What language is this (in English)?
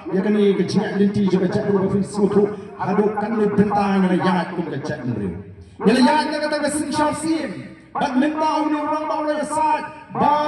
Khasi